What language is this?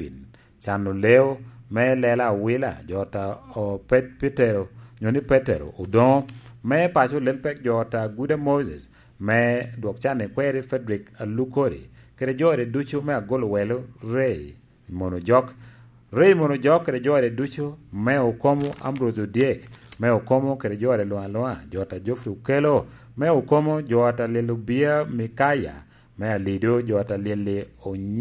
Lango (Uganda)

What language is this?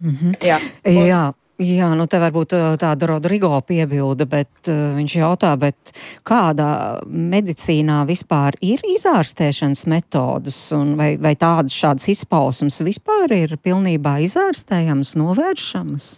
Latvian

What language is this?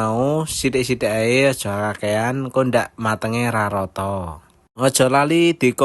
Javanese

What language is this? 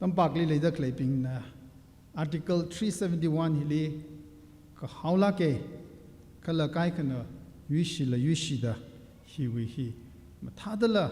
Tangkhul Naga (India)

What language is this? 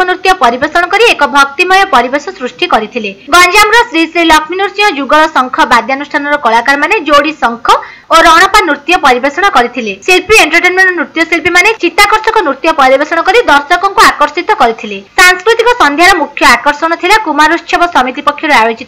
Odia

